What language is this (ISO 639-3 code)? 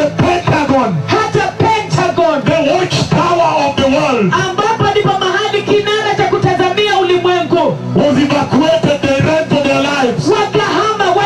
swa